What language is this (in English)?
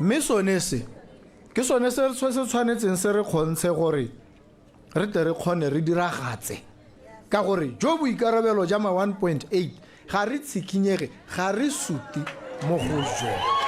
Tswana